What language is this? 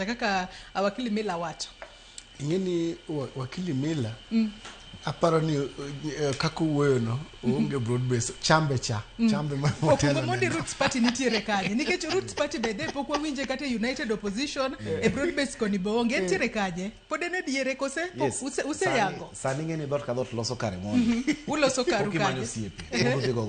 Luo (Kenya and Tanzania)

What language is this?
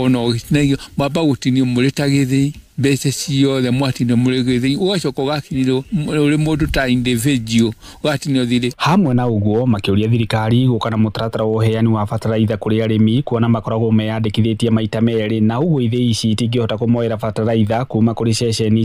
Kikuyu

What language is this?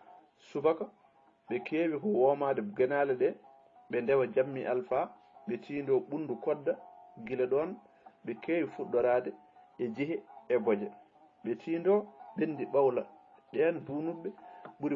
Fula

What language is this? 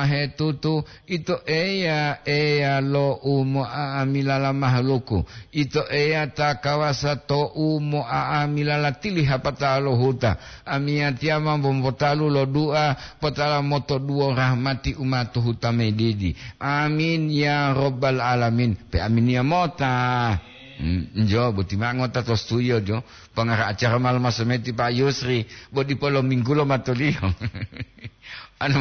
Gorontalo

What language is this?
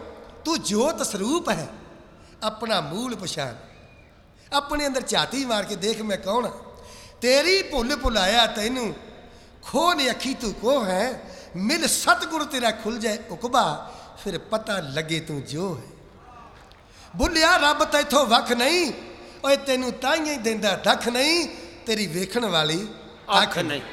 Punjabi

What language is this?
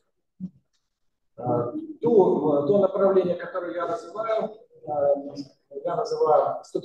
Russian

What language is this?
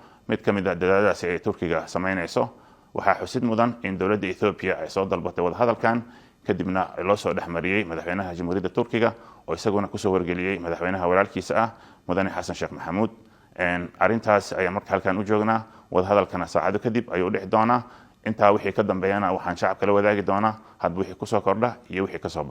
Somali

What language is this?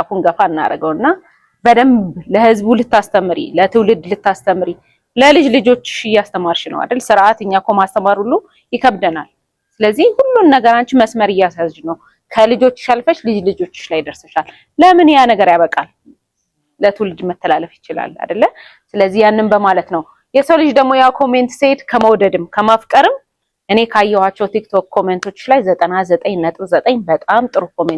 Amharic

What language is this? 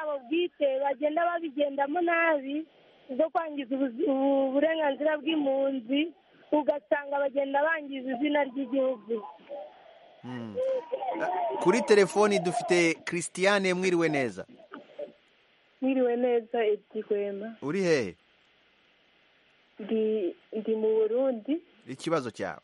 Kinyarwanda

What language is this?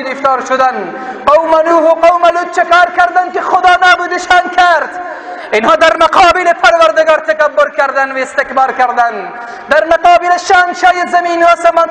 Persian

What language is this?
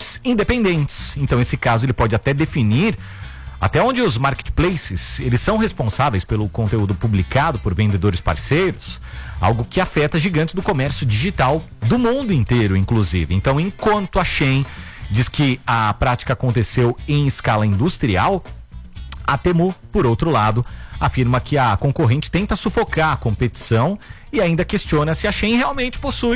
Portuguese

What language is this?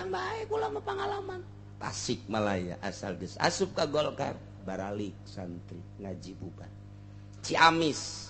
Sundanese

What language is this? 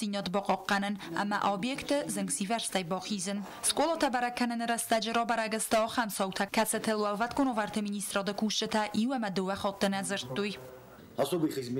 Ossetic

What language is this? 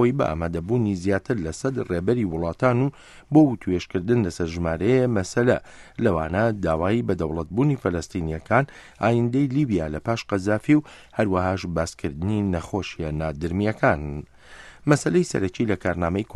Central Kurdish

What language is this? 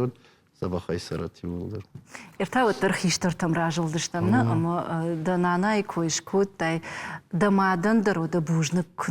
Ossetic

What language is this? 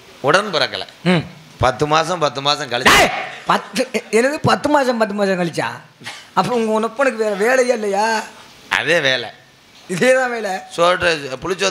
Tamil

